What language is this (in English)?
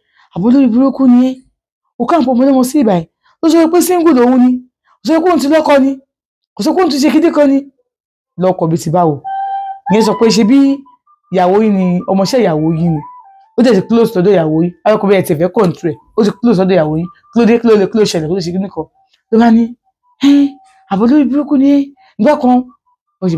Yoruba